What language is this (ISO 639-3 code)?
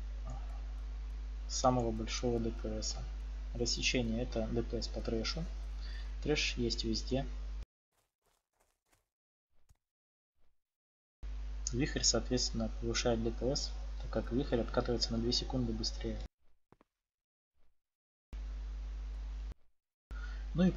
rus